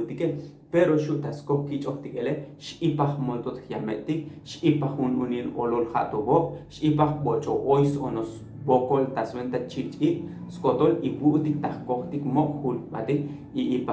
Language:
Tzotzil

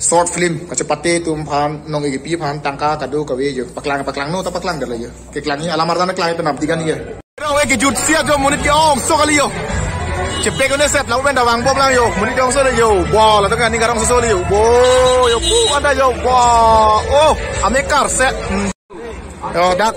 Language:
Karbi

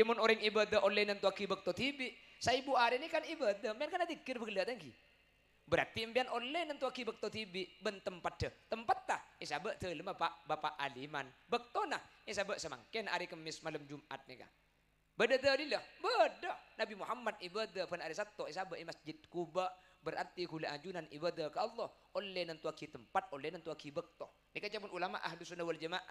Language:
Madurese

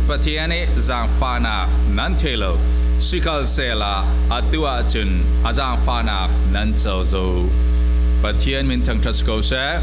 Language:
Falam Chin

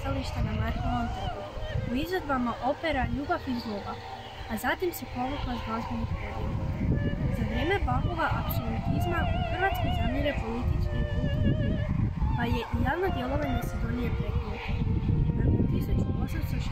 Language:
Croatian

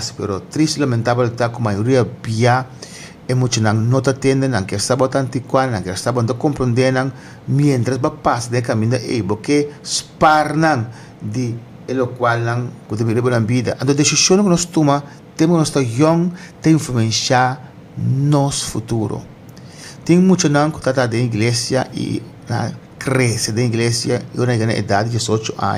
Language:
Papiamento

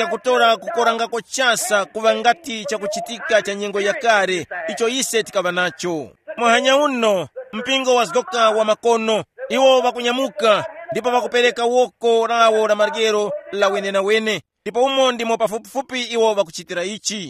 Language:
Tumbuka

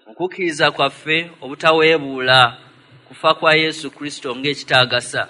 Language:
Ganda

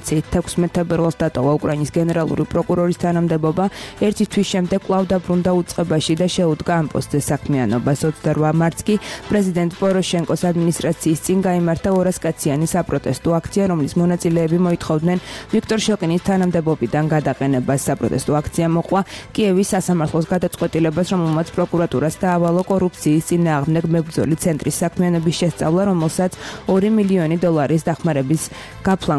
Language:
Georgian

